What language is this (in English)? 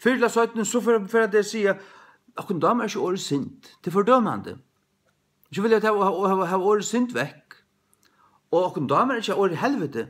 Faroese